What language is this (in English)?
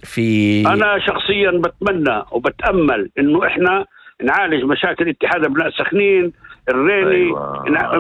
North Levantine Arabic